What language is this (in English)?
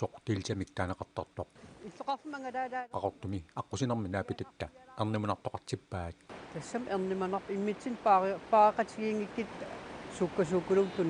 Kalaallisut